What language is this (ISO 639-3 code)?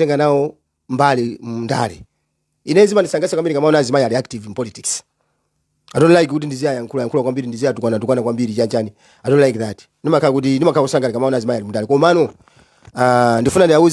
nya